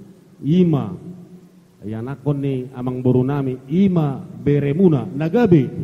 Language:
Batak Toba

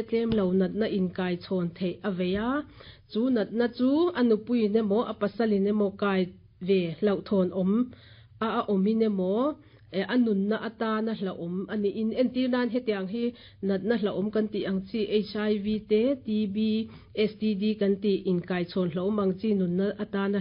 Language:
Mizo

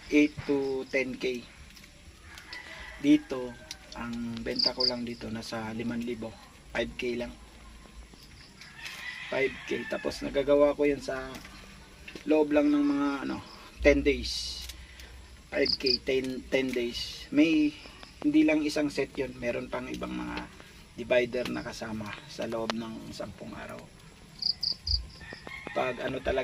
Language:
Filipino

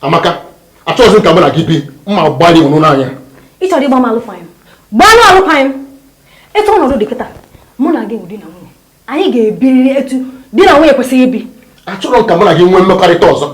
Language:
Igbo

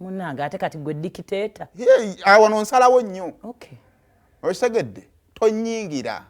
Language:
Ganda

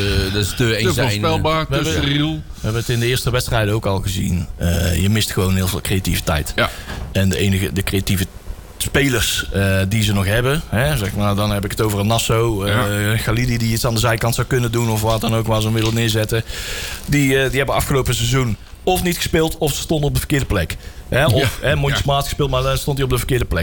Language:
Dutch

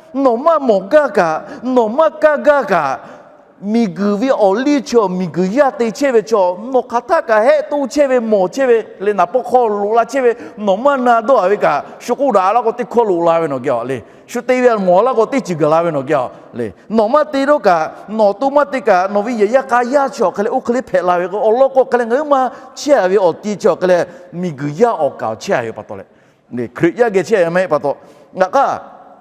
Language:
Lahu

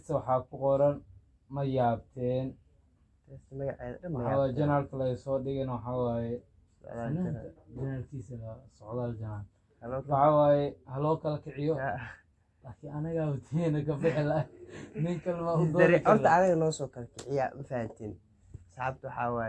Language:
Somali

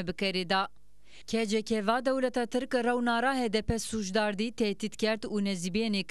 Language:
Zaza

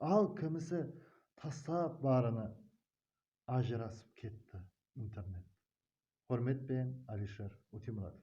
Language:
Kara-Kalpak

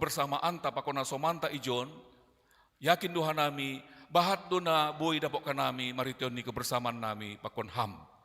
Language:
Batak Simalungun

